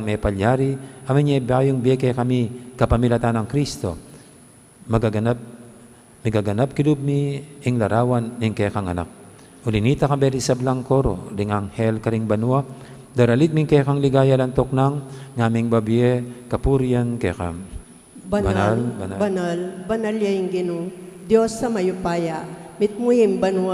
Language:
Pampanga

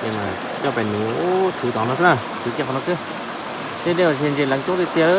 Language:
Hmong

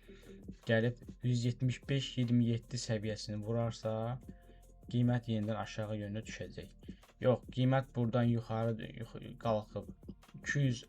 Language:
Azerbaijani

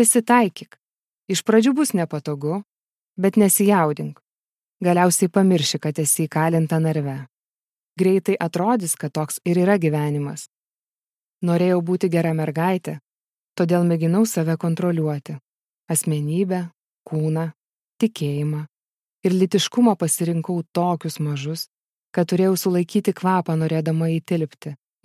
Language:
Lithuanian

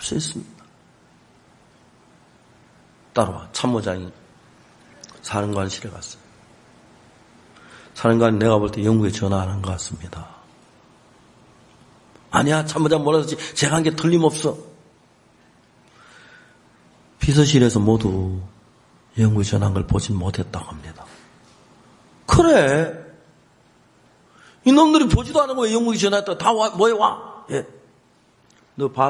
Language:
Korean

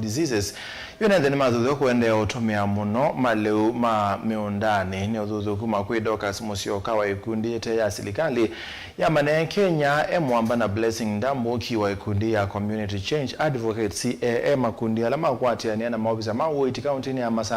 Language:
Kamba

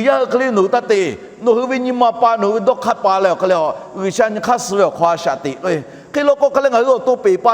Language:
Lahu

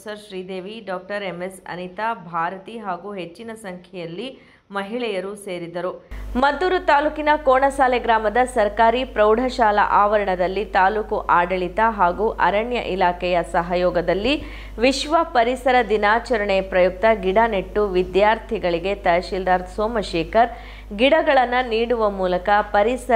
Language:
Kannada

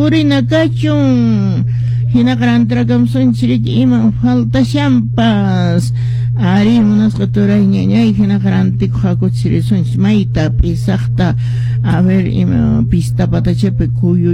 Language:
Quechua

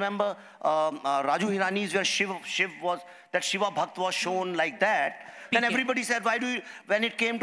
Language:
English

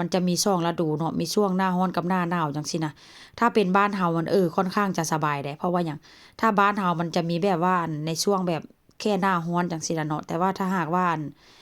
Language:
Northeastern Thai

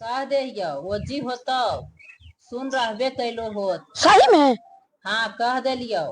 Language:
Magahi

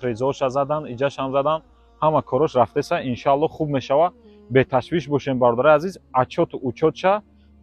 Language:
Tajik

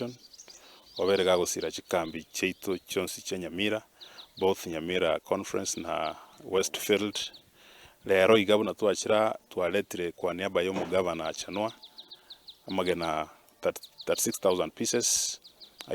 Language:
Gusii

